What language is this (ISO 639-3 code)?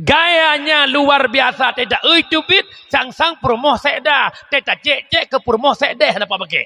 ace